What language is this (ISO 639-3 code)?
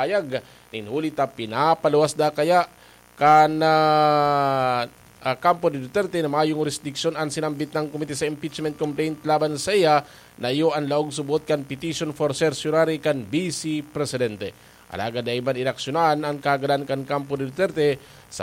bik